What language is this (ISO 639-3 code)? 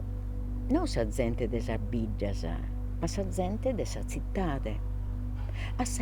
srd